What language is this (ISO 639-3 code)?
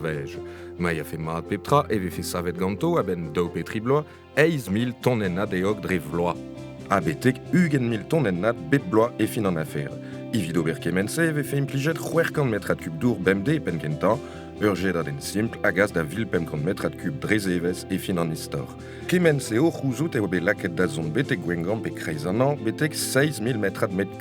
bre